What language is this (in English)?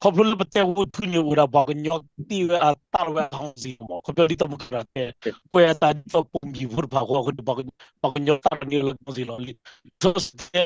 S'gaw Karen